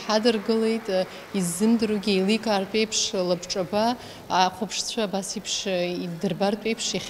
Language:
Abkhazian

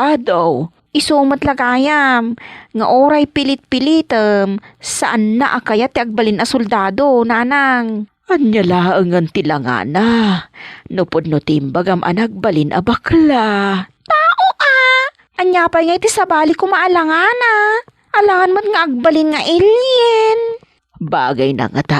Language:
Iloko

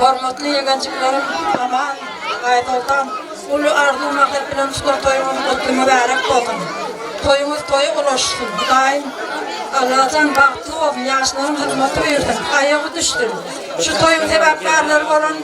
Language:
Turkmen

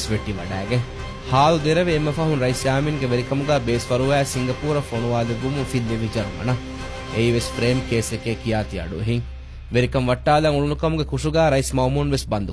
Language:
Divehi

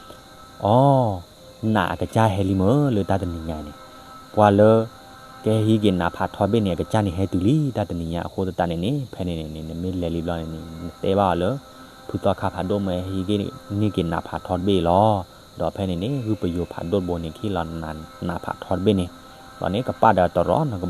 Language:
S'gaw Karen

